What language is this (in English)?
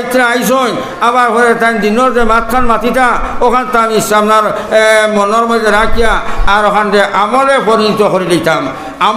Sylheti